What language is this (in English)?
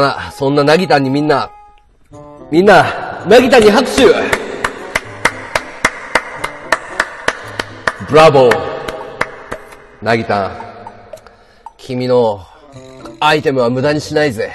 Japanese